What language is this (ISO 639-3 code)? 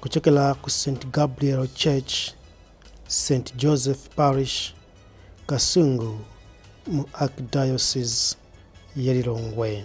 nya